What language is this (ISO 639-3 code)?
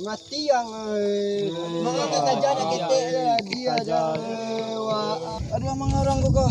min